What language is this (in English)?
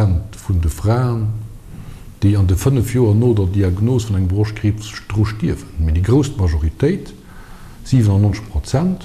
Luxembourgish